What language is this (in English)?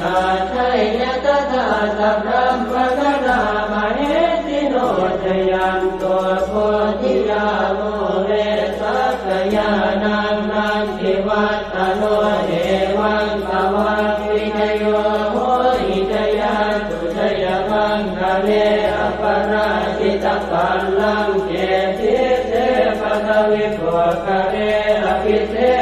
Pali